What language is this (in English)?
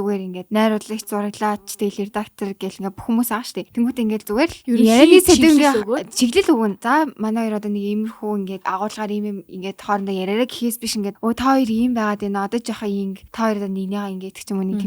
Mongolian